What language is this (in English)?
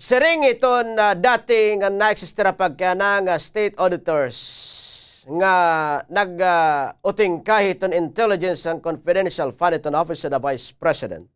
Waray